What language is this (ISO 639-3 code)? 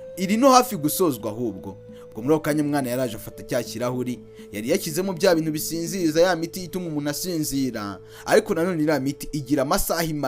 kin